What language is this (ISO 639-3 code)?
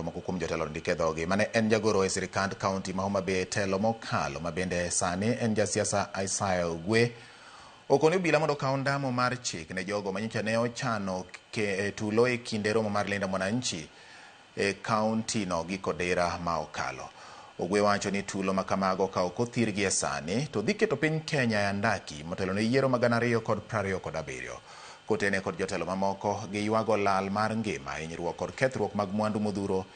luo